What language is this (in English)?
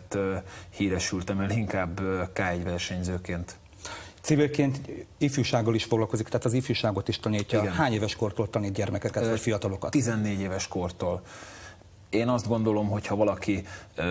Hungarian